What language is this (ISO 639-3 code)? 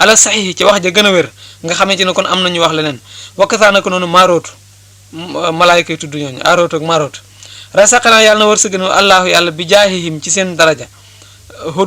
wol